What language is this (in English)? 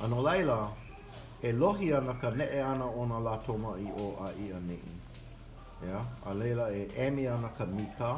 Hawaiian